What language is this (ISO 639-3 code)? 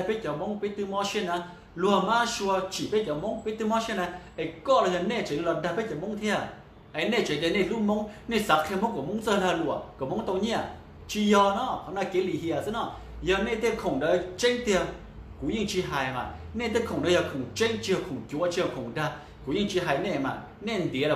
hmn